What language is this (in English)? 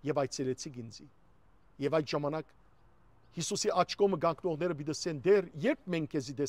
Western Armenian